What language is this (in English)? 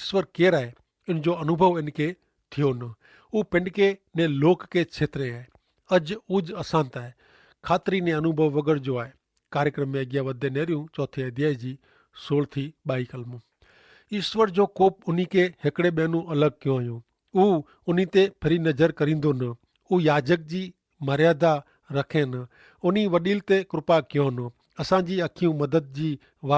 Kachhi